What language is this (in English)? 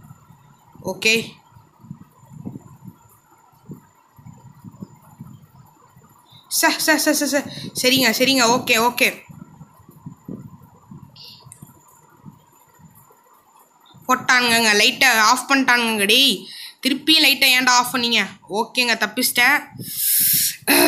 Tamil